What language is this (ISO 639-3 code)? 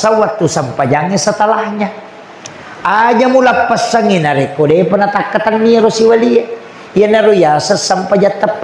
bug